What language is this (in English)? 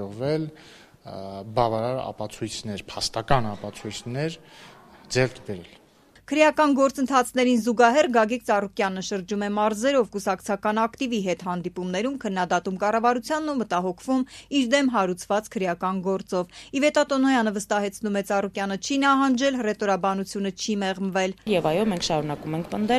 Armenian